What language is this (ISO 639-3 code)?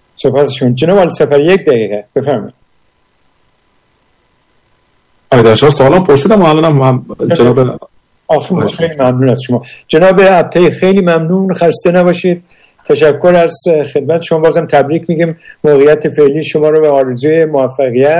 fas